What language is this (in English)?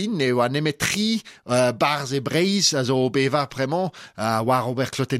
Breton